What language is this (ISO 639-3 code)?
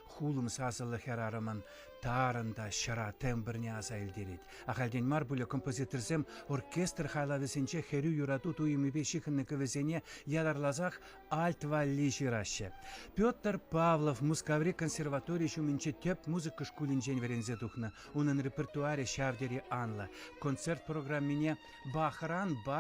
chv